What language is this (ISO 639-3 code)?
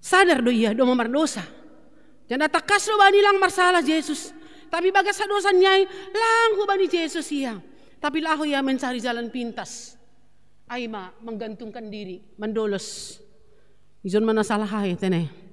bts